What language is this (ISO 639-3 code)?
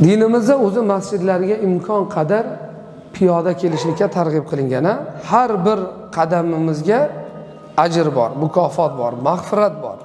uzb